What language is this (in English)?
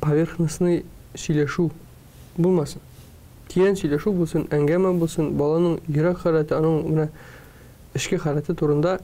Tatar